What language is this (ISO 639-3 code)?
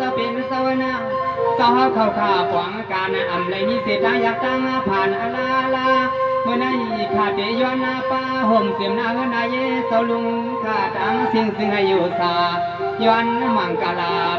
shn